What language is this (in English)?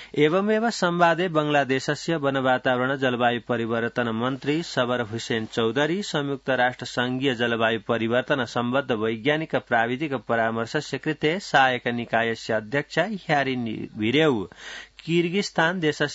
Sanskrit